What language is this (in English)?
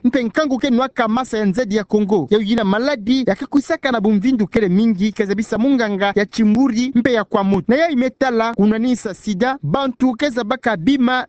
Kituba (Democratic Republic of Congo)